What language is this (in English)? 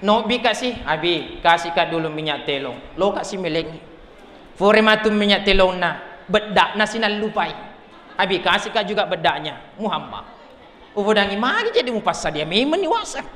Buginese